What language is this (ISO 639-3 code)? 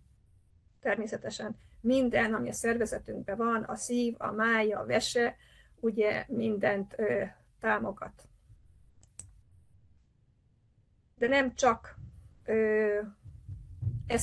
hun